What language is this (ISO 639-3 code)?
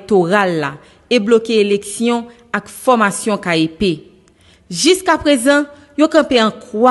hat